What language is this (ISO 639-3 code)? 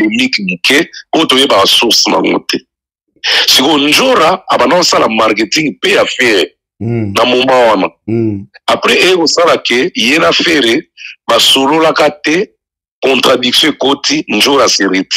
lin